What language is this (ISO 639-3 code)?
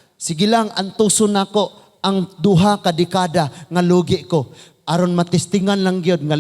ceb